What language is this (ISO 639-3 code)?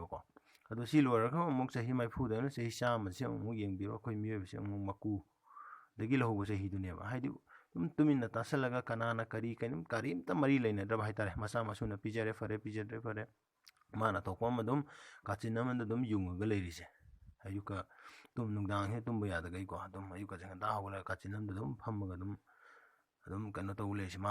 mni